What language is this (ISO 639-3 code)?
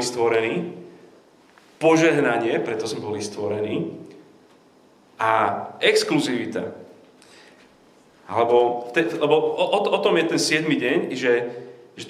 slk